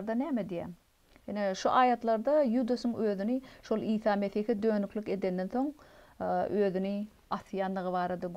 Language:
Turkmen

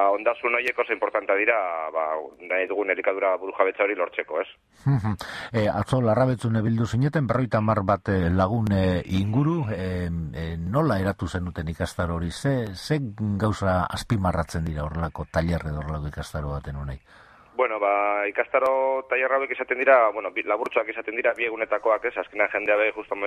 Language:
Basque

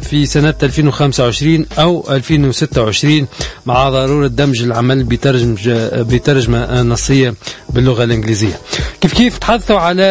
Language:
Tunisian Arabic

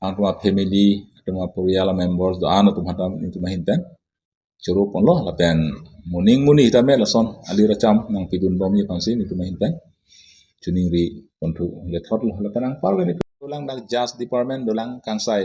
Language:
Karbi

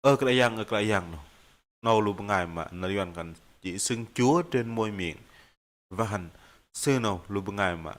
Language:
Bahnar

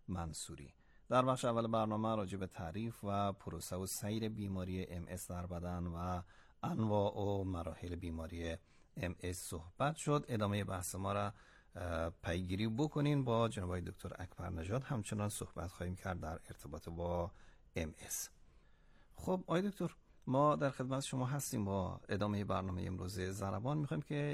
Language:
Persian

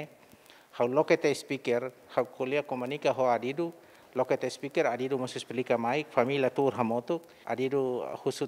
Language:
Tetum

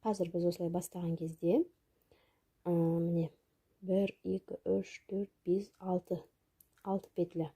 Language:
Kazakh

